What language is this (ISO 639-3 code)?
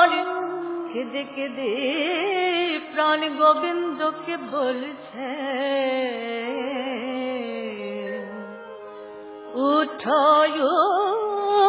ben